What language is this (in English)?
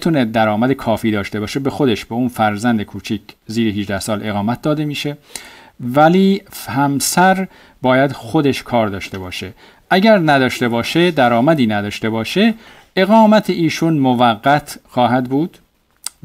Persian